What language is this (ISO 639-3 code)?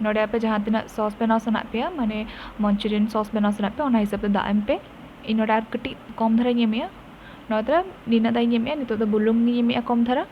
sat